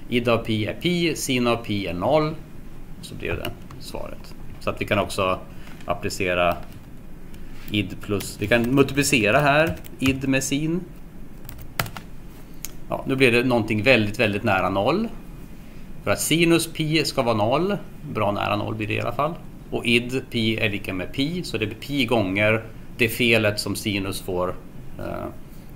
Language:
Swedish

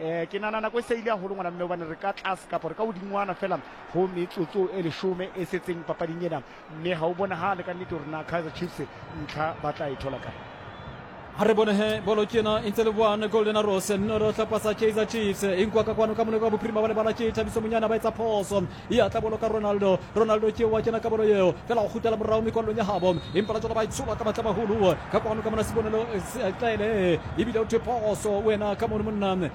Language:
Southern Sotho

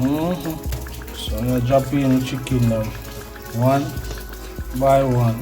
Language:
Jamaican Creole English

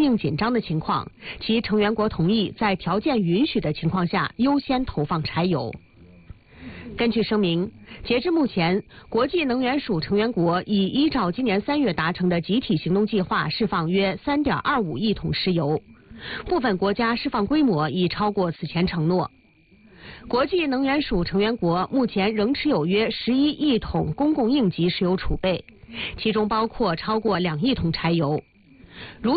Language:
Chinese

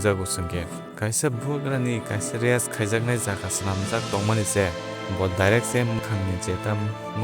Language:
Kok Borok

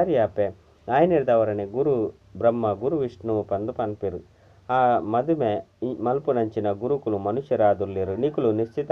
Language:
Tulu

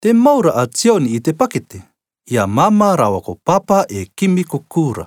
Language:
Rarotongan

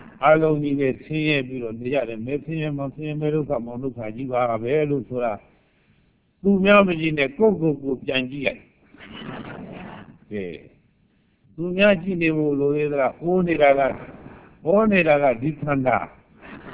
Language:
Burmese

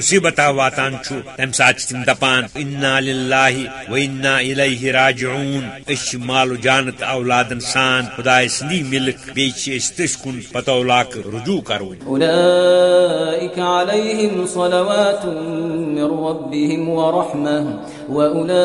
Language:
Kashmiri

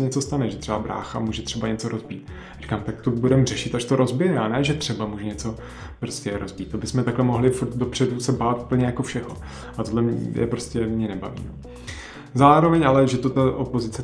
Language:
Czech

